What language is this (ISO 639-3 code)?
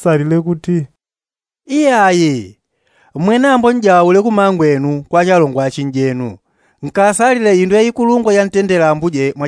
yao